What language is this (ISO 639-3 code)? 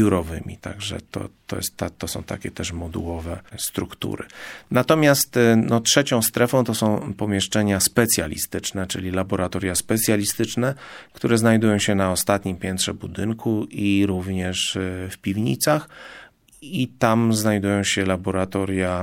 pol